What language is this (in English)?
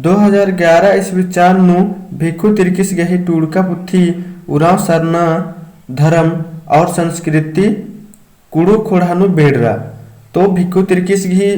Kurukh